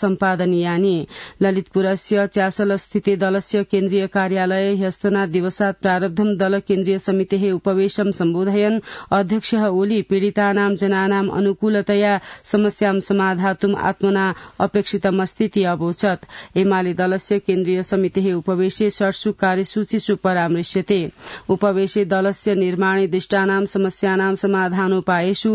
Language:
Sanskrit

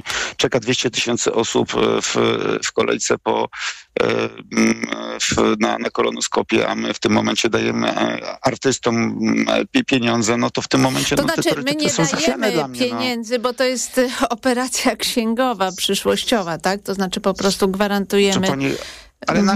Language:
Polish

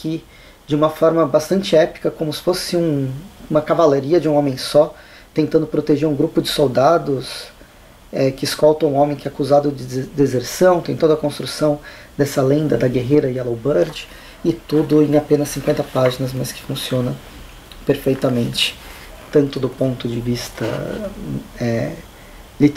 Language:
Portuguese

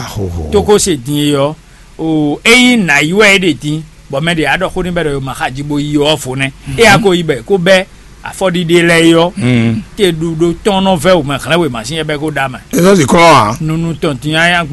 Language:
Fon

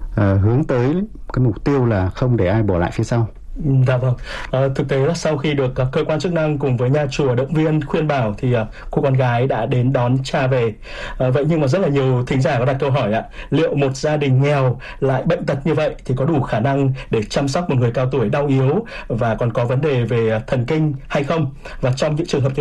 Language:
Vietnamese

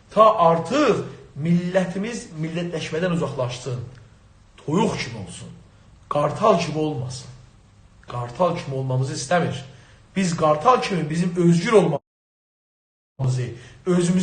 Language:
South Azerbaijani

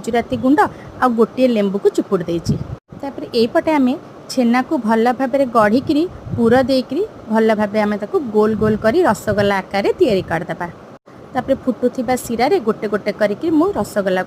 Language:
Odia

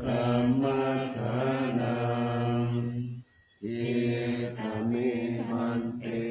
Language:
Pali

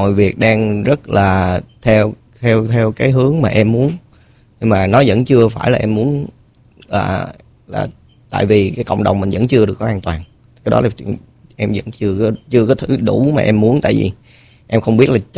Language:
Vietnamese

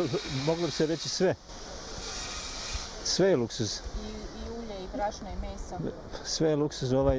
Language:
Bosnian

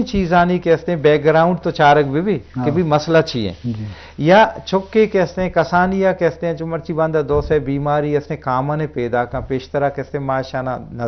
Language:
Eastern Balochi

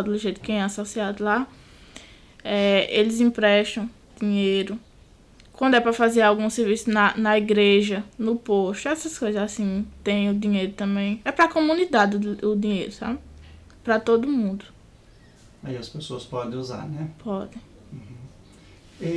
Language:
Portuguese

